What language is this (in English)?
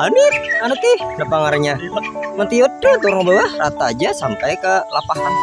Banjar